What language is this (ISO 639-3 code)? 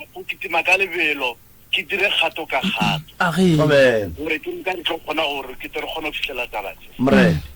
nso